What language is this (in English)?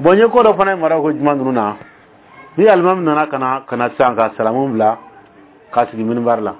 Dyula